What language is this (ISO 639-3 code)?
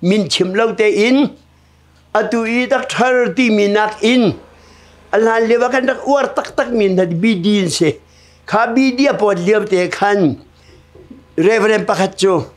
cnh